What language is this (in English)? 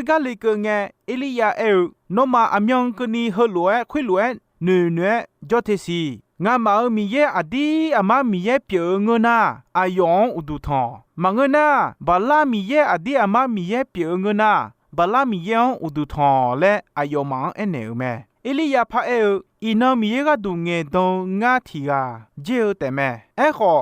Akha